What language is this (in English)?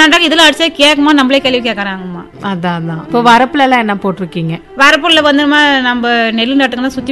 Tamil